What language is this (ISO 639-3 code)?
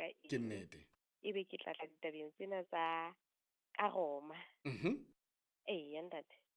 sot